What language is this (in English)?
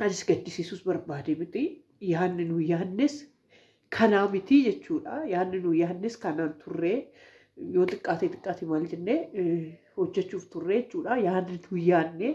Oromo